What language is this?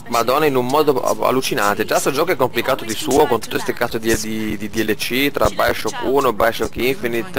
Italian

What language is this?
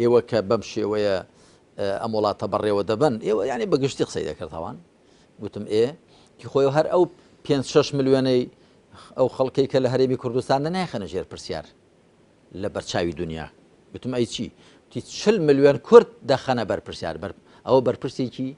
Central Kurdish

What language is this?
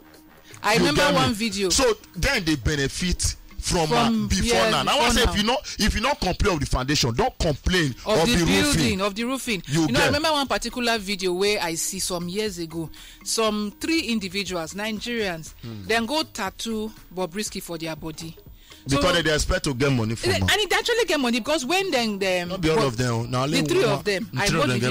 Nigerian Pidgin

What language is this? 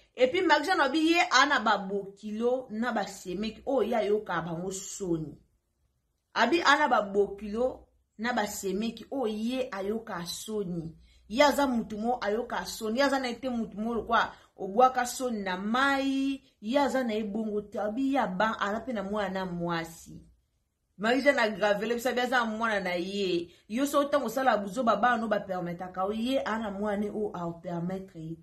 Lingala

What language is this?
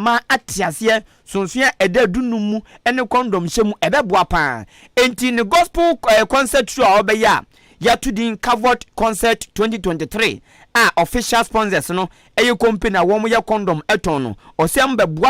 Akan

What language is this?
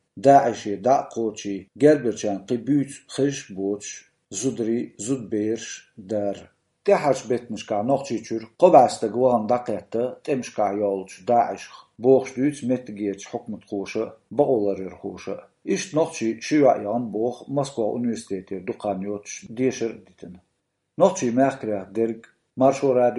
Chechen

